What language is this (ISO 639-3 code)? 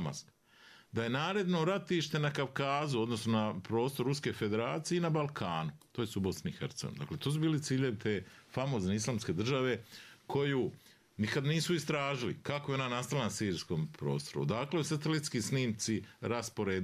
bos